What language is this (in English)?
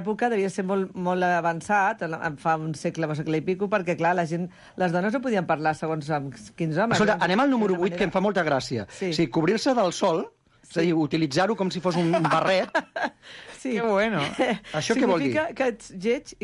Catalan